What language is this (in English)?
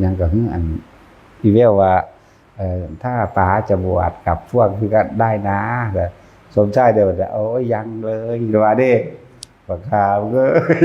Northeastern Thai